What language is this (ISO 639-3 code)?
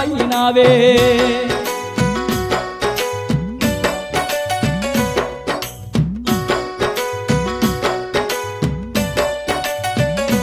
tel